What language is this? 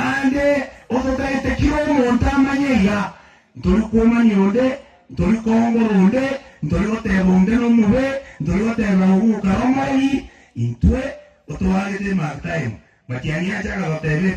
Gusii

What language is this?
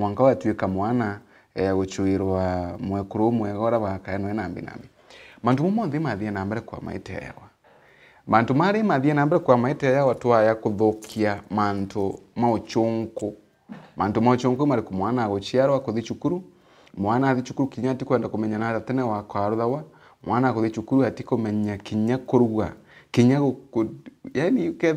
Meru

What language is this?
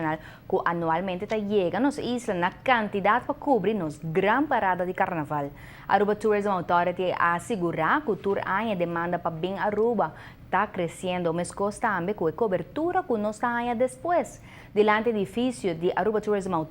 Papiamento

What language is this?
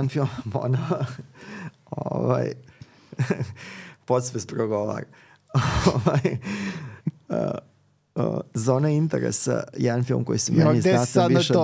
Serbian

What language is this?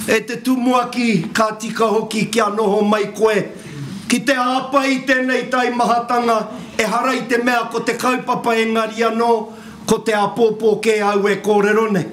Māori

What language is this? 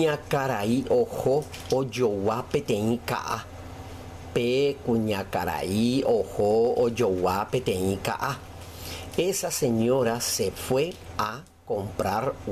Guarani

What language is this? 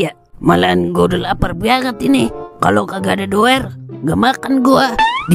Betawi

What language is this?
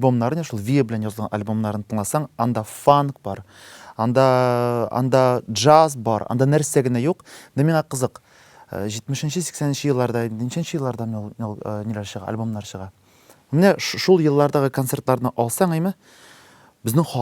Tatar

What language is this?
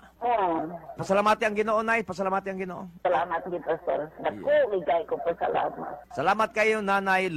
Cebuano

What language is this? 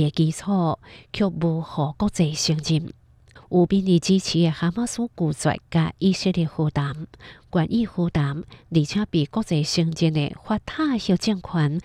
Hakka Chinese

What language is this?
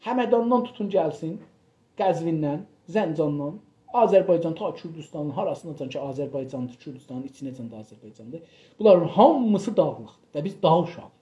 South Azerbaijani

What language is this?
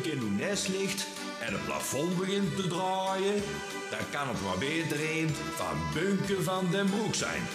Dutch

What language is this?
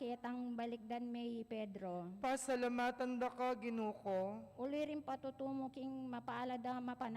Pampanga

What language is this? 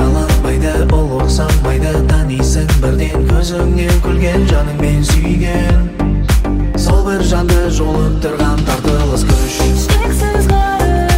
Kazakh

